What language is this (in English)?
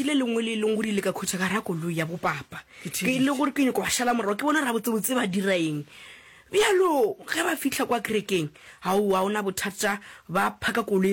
Northern Sotho